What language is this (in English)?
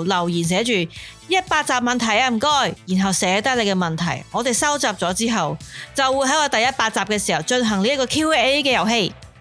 Cantonese